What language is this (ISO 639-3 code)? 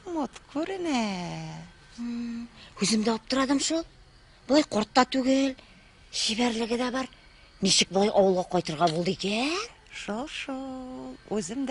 tat